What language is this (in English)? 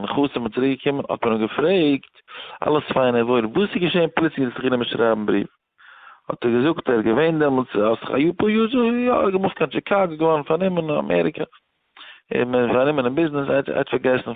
Yiddish